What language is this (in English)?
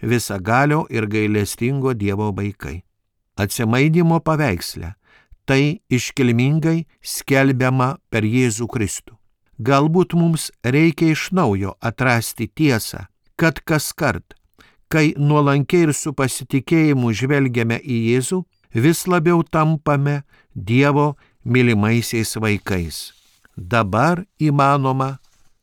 Lithuanian